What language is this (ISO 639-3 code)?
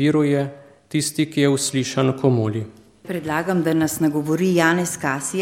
slv